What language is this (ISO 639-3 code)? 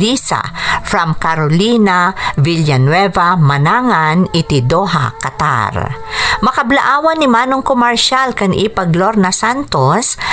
ilo